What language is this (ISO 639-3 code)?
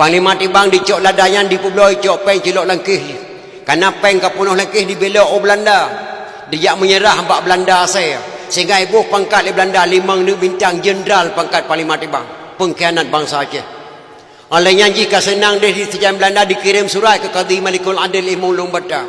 ace